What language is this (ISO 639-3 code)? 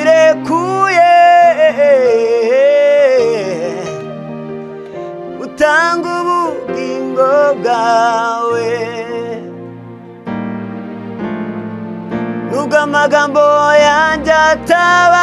kin